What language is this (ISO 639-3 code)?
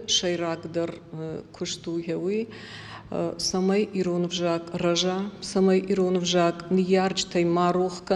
oss